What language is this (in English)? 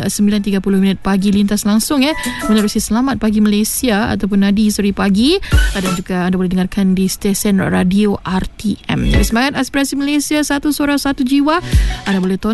Malay